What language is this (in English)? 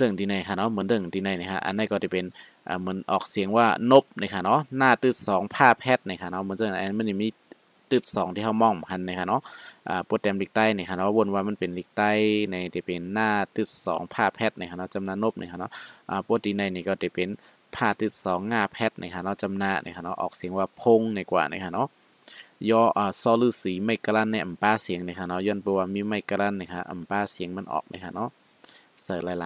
Shan